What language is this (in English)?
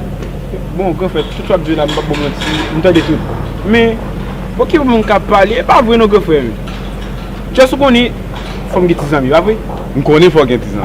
Haitian Creole